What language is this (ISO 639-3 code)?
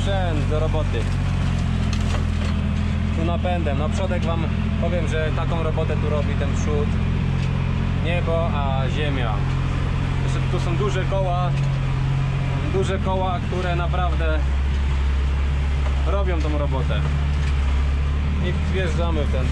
pol